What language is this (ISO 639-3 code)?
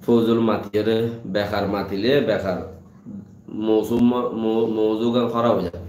rhg